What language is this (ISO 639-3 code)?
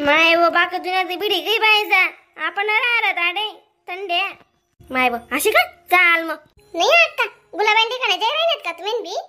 khn